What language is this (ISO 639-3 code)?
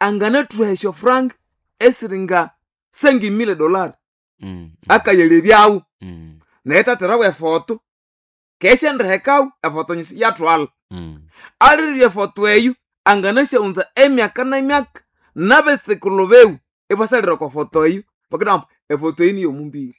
nnb